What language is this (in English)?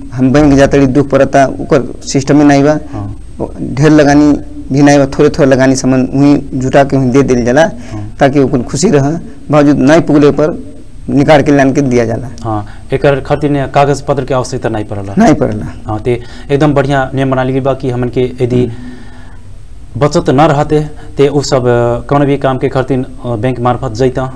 Bhojpuri